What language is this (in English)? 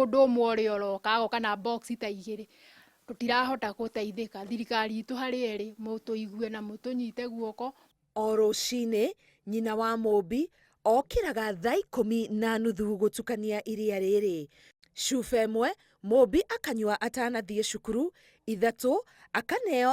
Kikuyu